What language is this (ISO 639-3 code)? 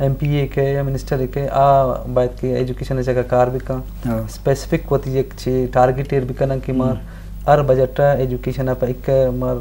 bgp